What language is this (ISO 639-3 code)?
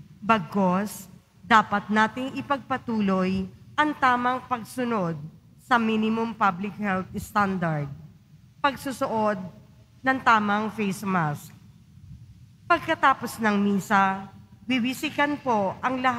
fil